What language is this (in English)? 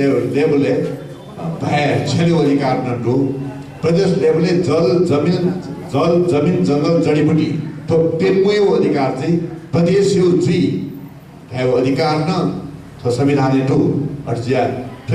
Newari